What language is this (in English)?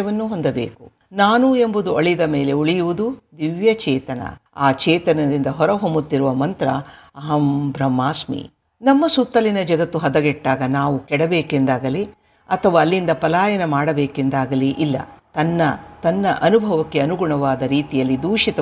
Kannada